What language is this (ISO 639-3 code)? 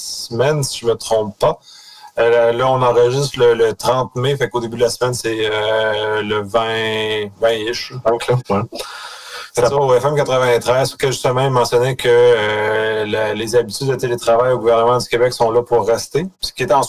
fra